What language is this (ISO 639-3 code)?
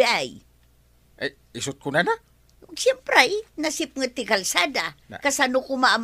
ilo